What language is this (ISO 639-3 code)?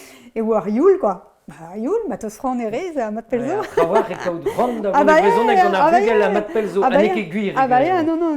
bre